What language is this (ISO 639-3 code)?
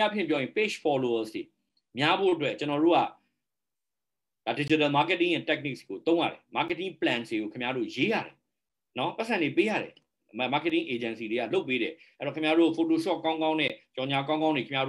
mya